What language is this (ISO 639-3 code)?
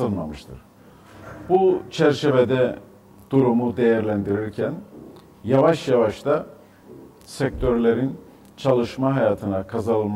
tur